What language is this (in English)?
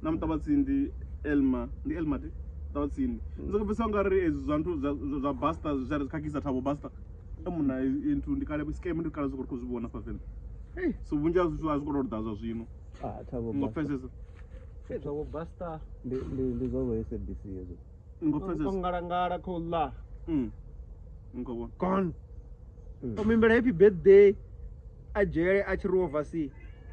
Venda